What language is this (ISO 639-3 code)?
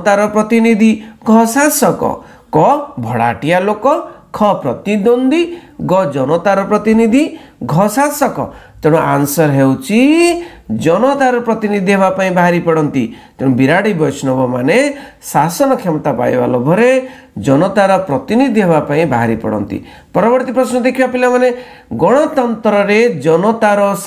ori